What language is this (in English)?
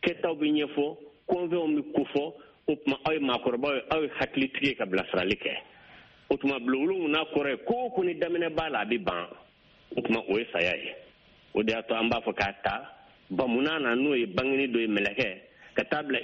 Bambara